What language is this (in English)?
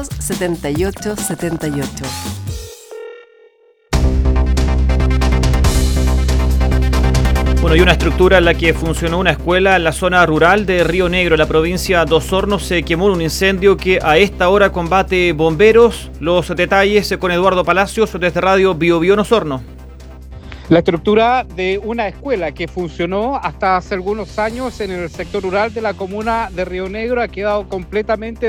Spanish